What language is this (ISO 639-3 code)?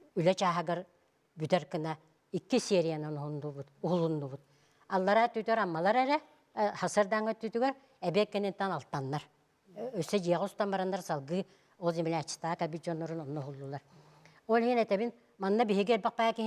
sah